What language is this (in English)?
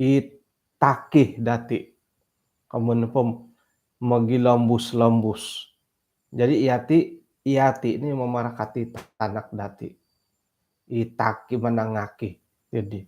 Central Dusun